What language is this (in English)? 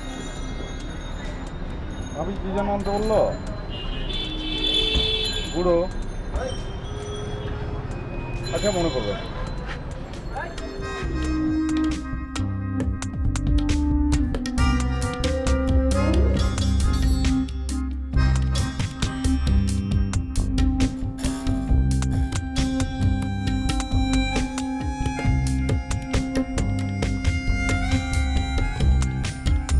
Bangla